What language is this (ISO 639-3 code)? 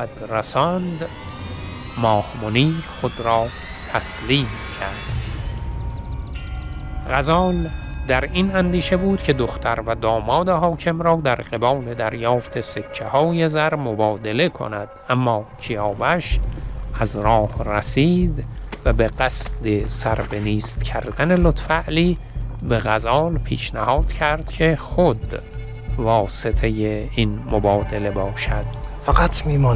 fas